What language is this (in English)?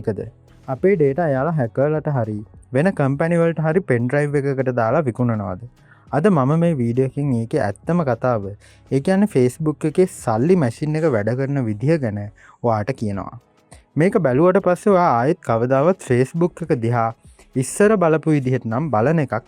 Sinhala